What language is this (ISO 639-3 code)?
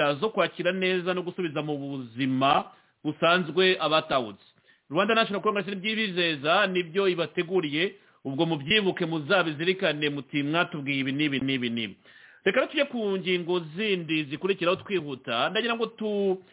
kin